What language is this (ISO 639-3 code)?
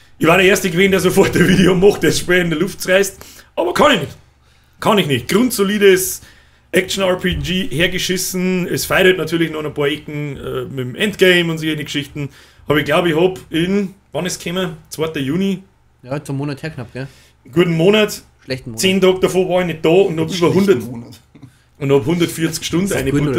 bar